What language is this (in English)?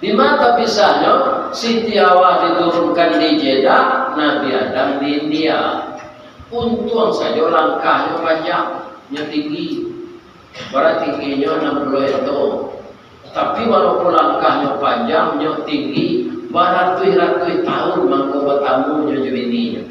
Minangkabau